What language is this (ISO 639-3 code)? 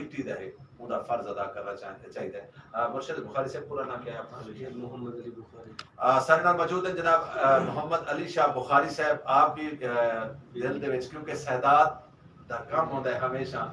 skr